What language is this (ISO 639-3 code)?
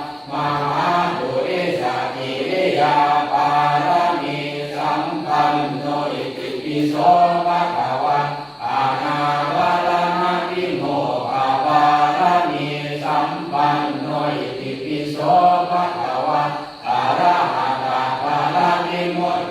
pli